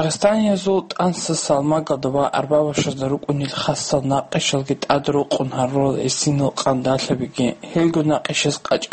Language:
Avaric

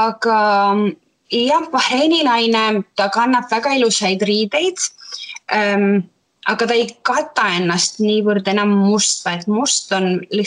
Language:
Estonian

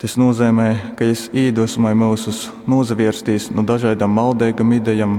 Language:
Latgalian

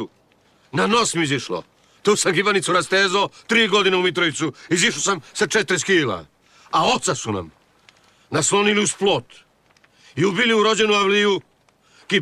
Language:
Serbian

